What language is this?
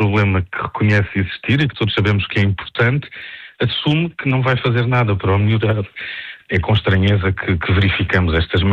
Portuguese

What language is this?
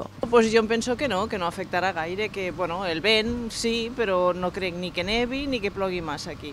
Catalan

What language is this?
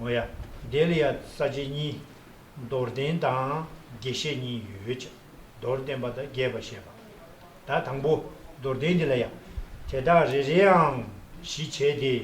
Tibetan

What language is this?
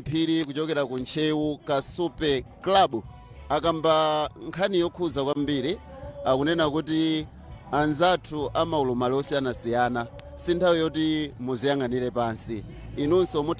Nyanja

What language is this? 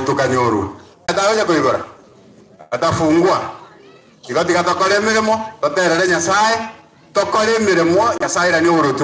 Gusii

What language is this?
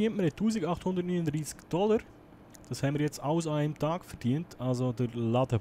Swiss German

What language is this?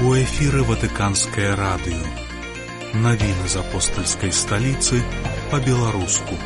Belarusian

